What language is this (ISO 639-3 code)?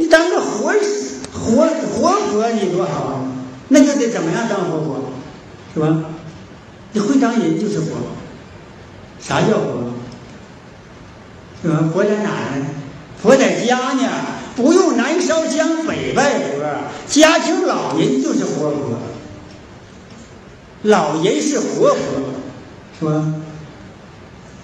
zho